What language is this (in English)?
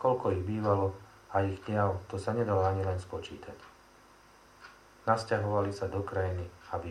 Slovak